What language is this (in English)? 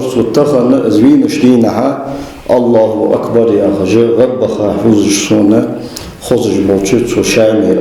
Ingush